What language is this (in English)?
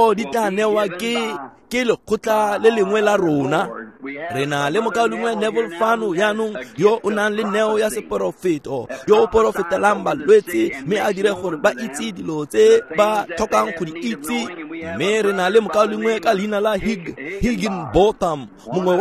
Tswana